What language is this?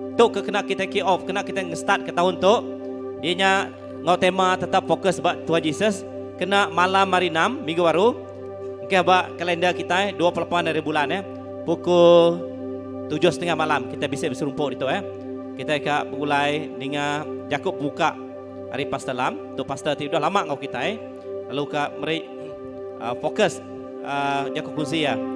Iban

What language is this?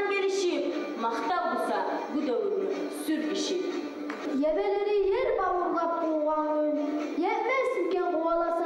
Kumyk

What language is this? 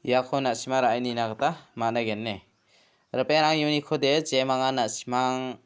Garo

